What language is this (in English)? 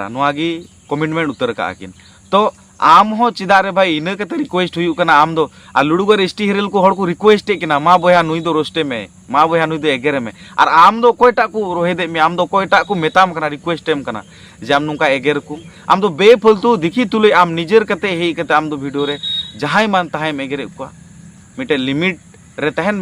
Santali